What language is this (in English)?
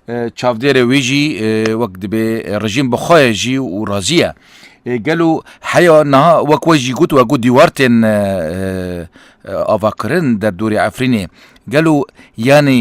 Kurdish